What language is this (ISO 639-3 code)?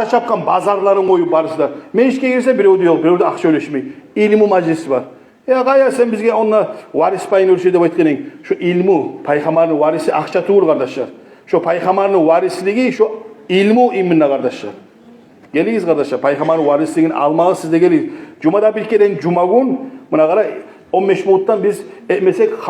kum